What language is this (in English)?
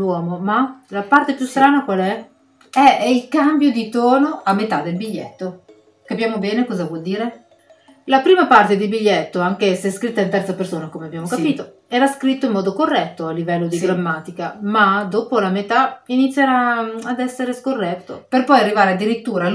Italian